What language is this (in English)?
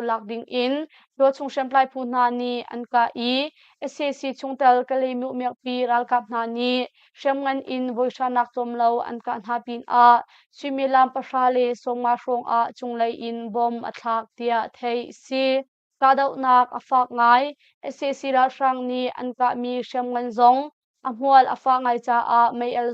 Hakha Chin